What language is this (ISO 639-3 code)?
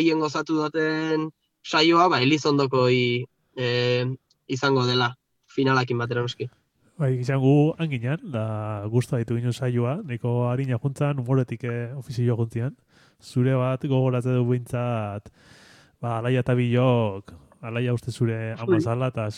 eus